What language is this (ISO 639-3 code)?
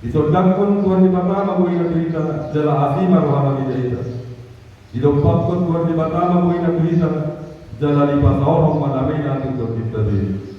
bbc